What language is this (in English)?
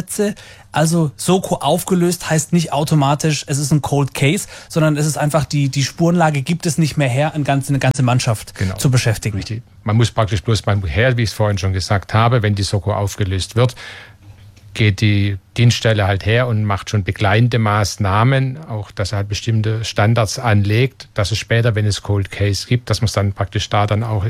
German